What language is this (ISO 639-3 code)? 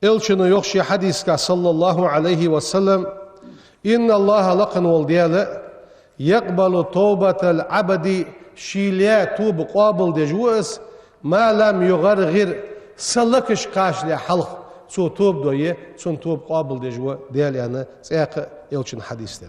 inh